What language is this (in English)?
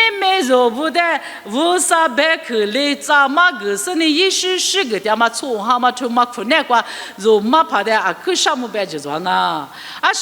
Lisu